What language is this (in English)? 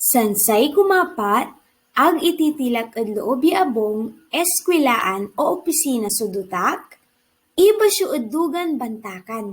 Pangasinan